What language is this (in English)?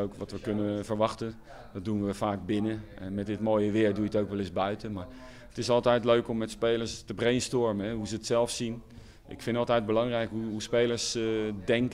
Dutch